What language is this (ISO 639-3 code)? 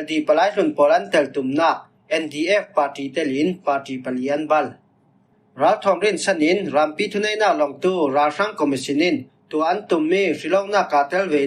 cfm